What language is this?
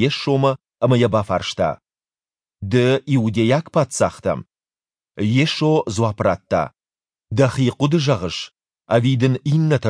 Ossetic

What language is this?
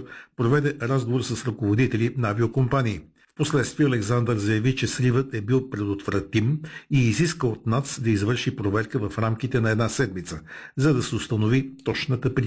Bulgarian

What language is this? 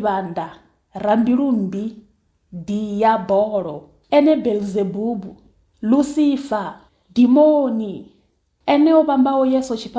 Venda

